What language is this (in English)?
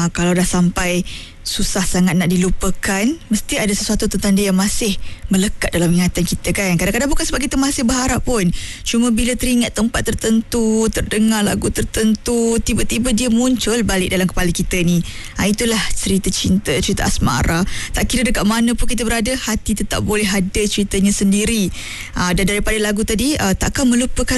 Malay